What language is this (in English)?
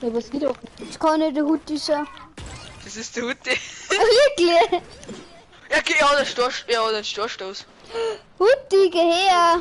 Bavarian